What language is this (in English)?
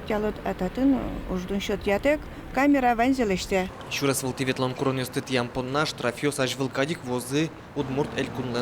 Udmurt